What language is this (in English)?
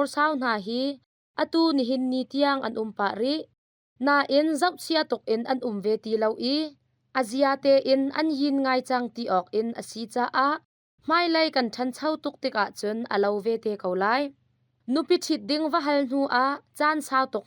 Hakha Chin